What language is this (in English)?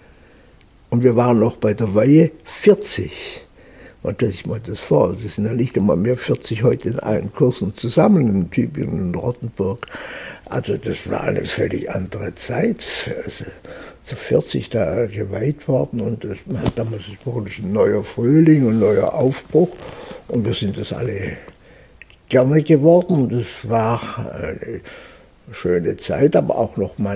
German